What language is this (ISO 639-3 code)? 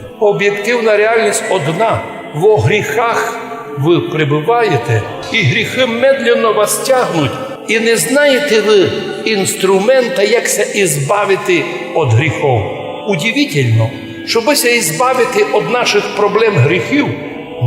rue